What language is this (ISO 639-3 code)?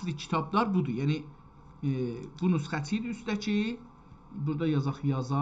azb